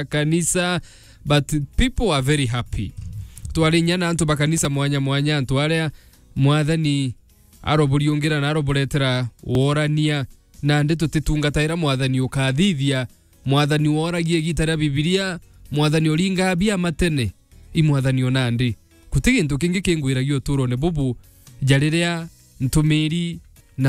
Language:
Meru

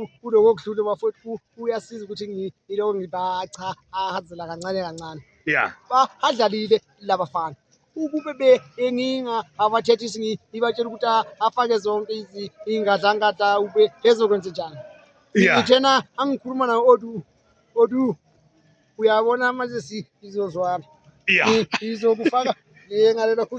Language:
Zulu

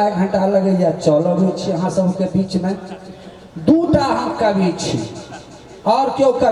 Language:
Maithili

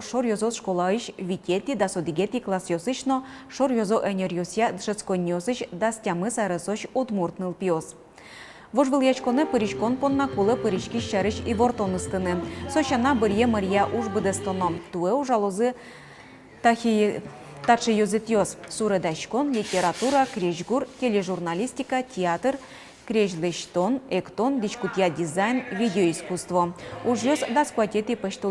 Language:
Udmurt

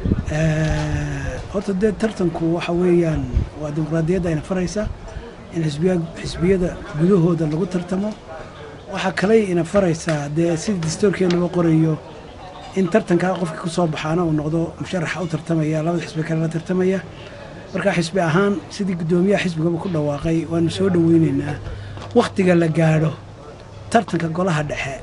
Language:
Somali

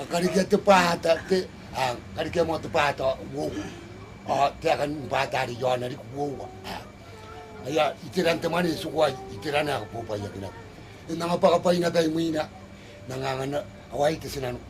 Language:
Gilbertese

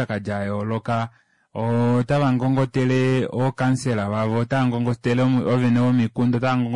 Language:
Kuanyama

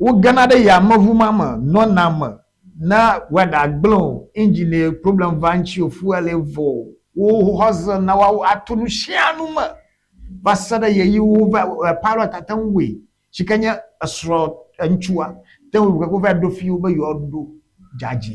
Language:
Ewe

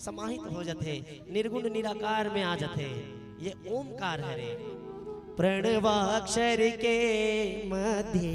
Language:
Chhattisgarhi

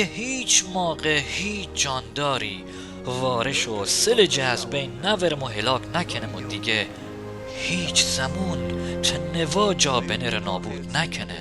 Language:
Mazanderani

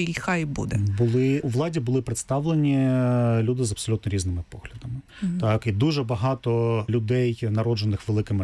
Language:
Ukrainian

